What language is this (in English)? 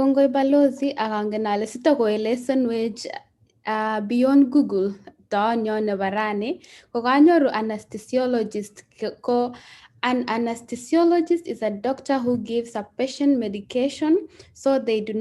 Kalenjin